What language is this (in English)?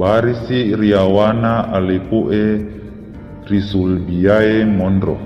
Buginese